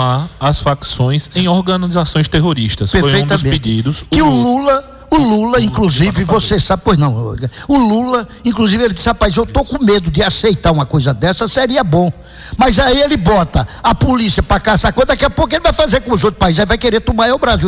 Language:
Portuguese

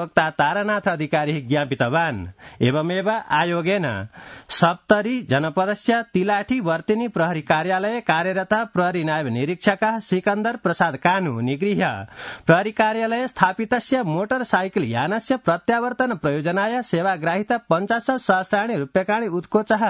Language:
Sanskrit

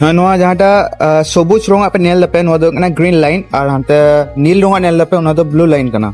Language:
Santali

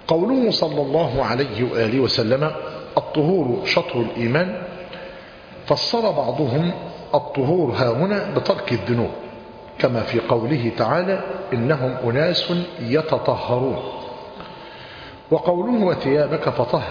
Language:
Arabic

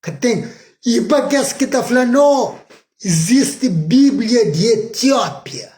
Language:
Kabuverdianu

